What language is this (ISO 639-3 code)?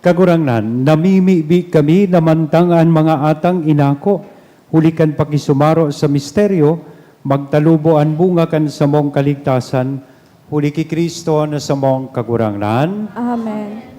bik